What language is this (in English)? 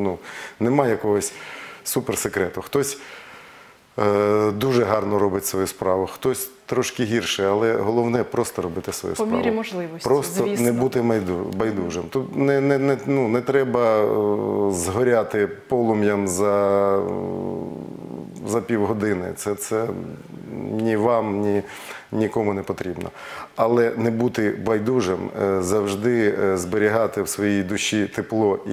Ukrainian